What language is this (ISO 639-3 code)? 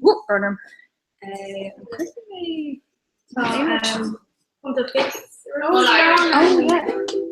gle